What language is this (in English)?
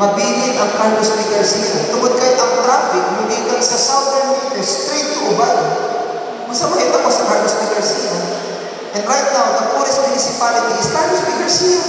Cebuano